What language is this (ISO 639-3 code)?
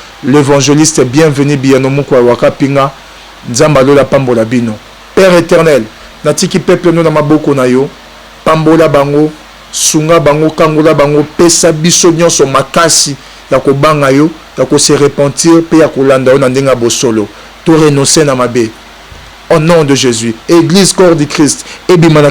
lin